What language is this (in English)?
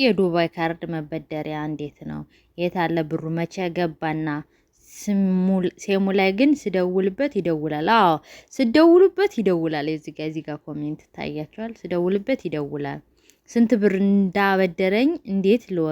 Amharic